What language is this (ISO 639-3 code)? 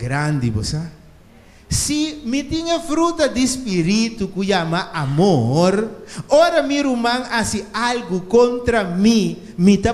pap